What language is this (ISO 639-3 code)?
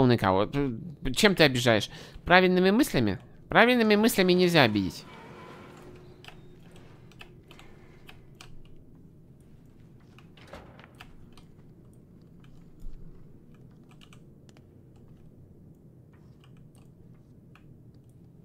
rus